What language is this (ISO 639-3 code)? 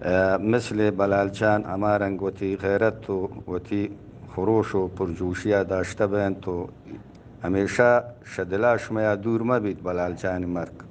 bal